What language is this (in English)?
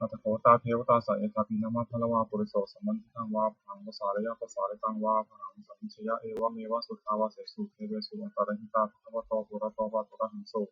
Pali